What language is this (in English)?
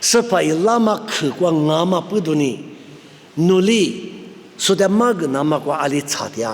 Lisu